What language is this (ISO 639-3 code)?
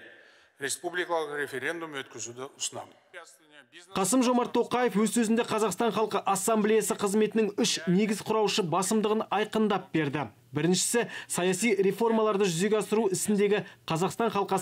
kaz